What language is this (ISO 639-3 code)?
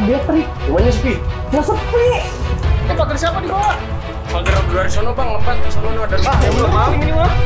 bew